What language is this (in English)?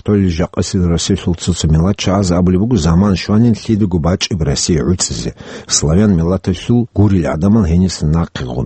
Avaric